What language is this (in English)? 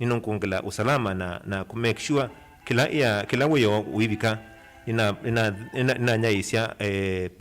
Kamba